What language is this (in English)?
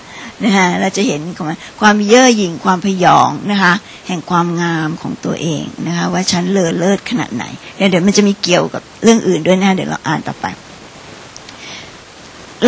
Thai